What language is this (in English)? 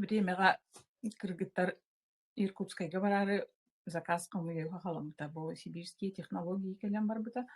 Yakut